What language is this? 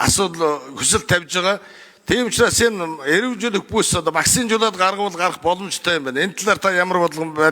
Mongolian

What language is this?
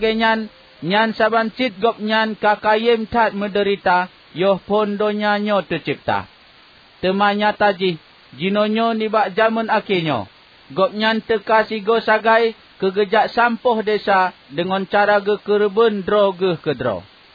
Achinese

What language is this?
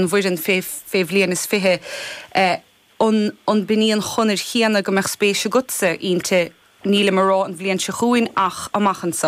Irish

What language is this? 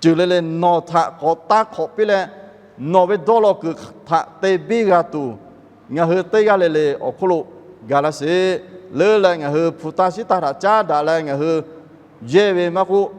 Lahu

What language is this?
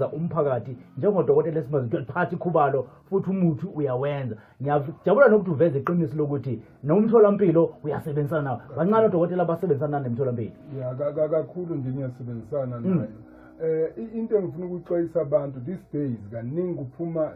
Zulu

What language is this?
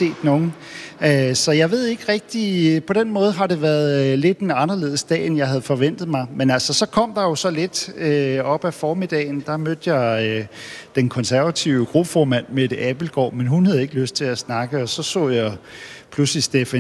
Danish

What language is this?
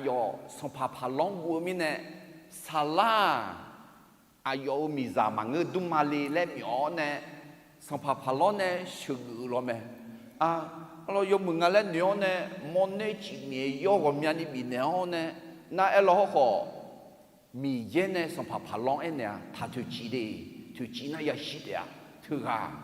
Akha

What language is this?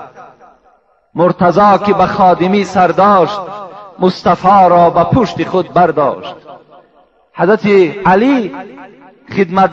Persian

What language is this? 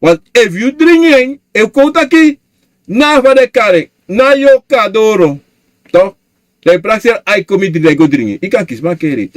Sranan Tongo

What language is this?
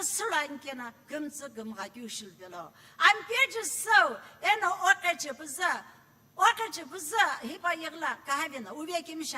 Sumi Naga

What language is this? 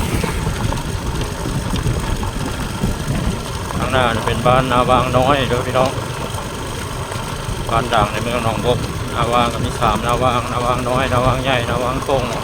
Lao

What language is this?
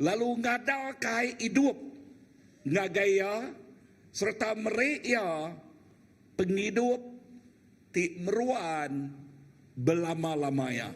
Iban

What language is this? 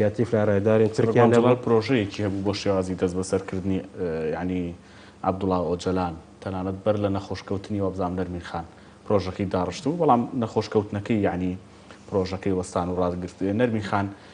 Central Kurdish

